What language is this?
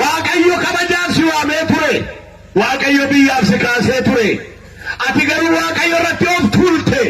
Oromo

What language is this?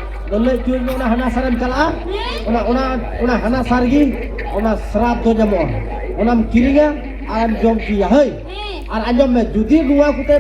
Santali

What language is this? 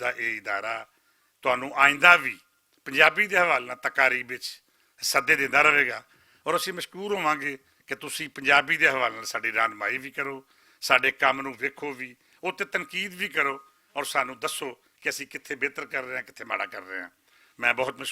Western Panjabi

